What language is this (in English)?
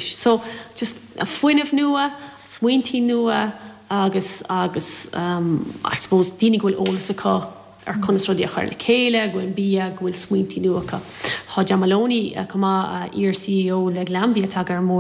Irish